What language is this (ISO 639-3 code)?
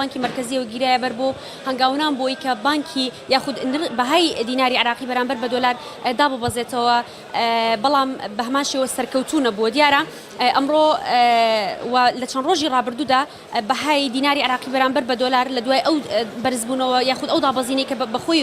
ckb